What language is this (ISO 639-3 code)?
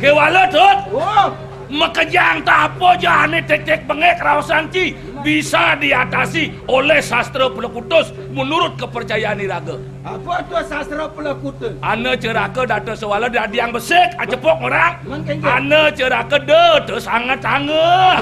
ban